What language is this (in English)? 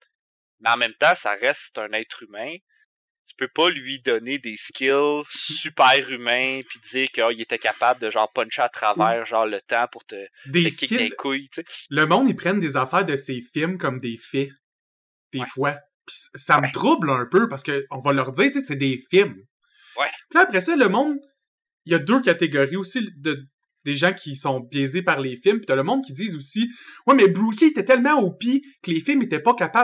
French